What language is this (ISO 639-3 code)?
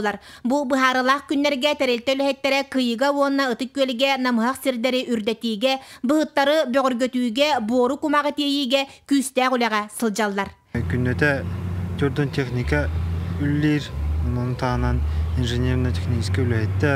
sah